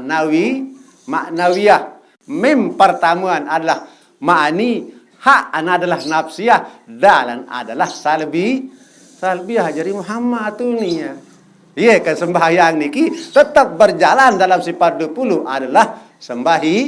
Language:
Sasak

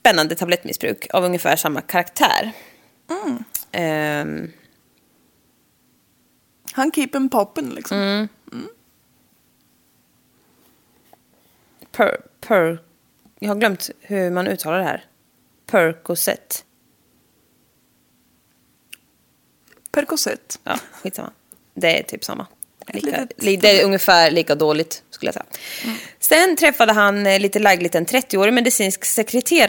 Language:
Swedish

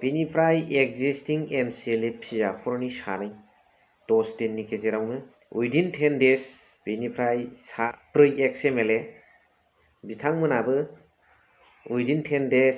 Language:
Bodo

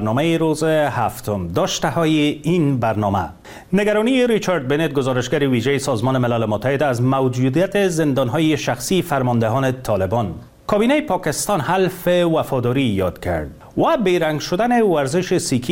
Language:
Persian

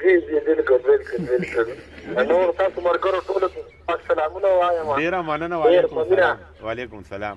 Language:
Pashto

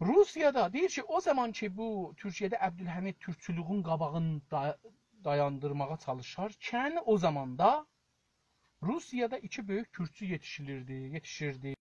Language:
South Azerbaijani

